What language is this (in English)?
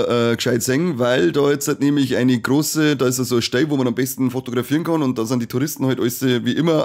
Bavarian